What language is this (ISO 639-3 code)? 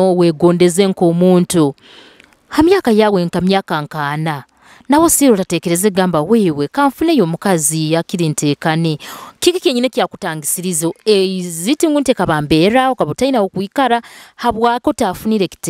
nyo